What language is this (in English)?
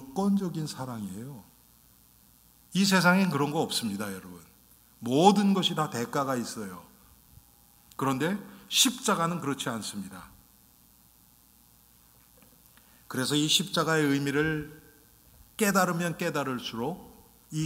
Korean